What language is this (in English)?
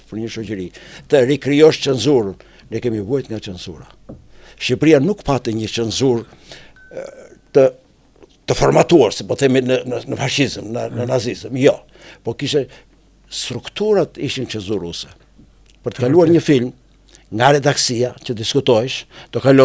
Albanian